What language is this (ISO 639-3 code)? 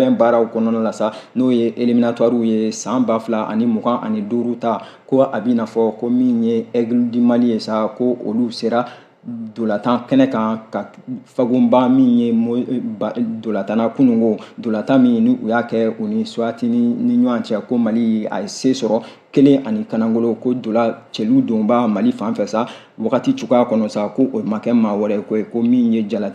bam